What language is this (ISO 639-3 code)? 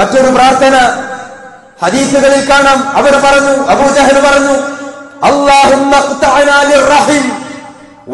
mal